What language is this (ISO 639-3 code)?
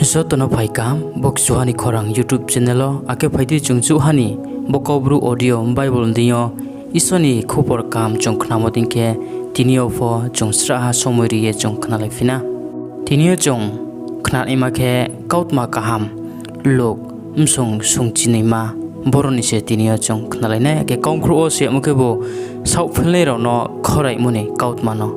ria